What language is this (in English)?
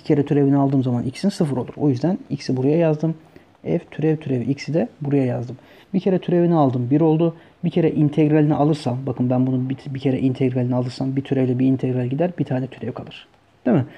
Turkish